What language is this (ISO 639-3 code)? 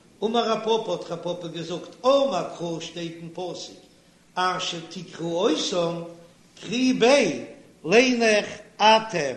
yid